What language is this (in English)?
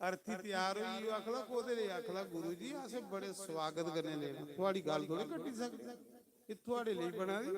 Dogri